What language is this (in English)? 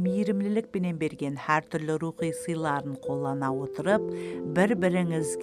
Kara-Kalpak